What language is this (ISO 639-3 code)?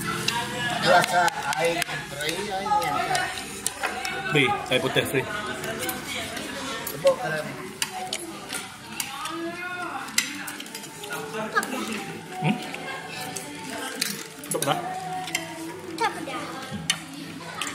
msa